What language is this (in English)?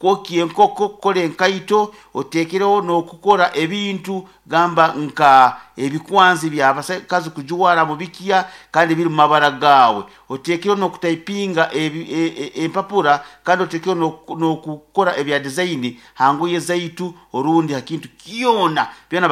Nyankole